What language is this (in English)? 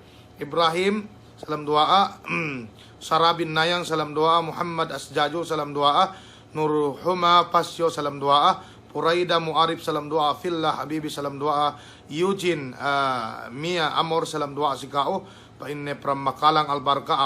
Yakan